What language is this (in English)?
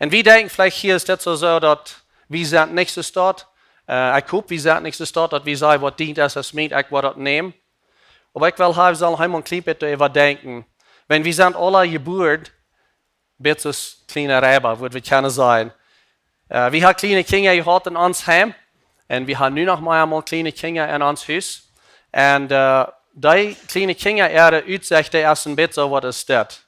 Plautdietsch